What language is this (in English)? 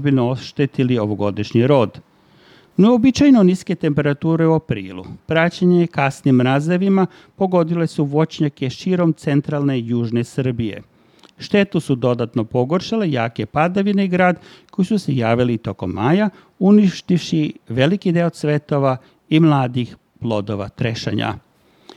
Serbian